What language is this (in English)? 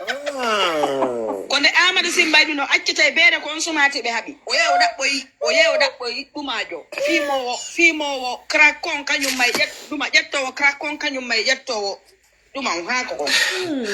Fula